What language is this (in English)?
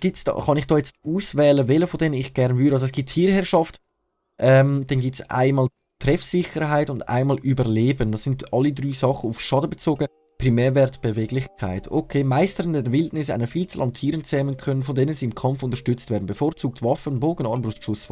Swiss German